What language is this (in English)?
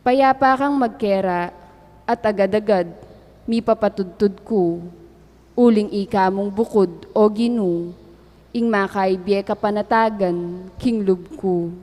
Pampanga